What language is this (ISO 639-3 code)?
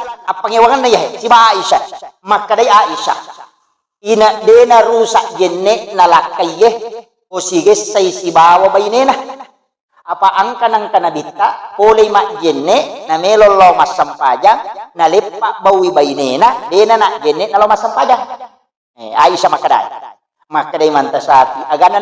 bug